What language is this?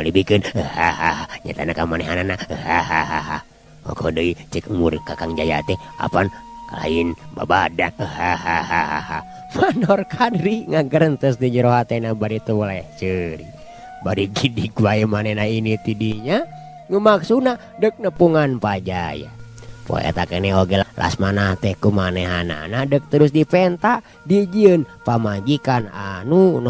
Sundanese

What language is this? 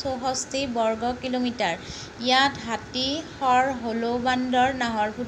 Assamese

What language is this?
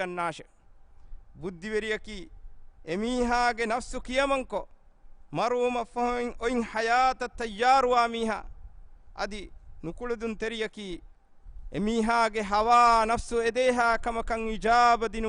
Divehi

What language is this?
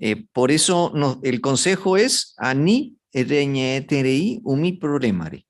Guarani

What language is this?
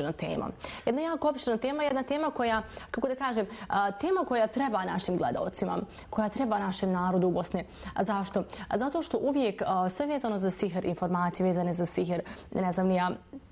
Bosnian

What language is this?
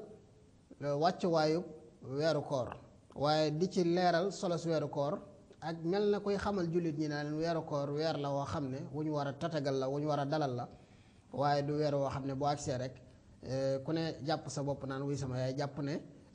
Wolof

